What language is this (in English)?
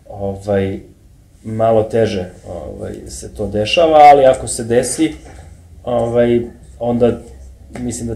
Serbian